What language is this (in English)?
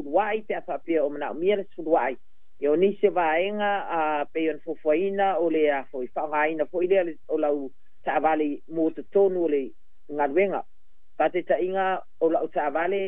Samoan